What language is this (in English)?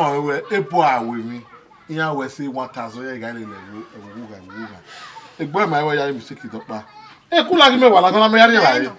Bini